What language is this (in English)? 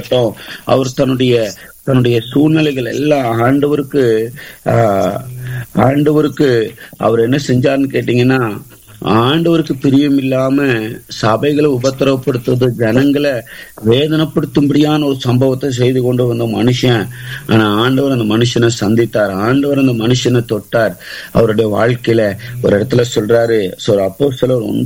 Tamil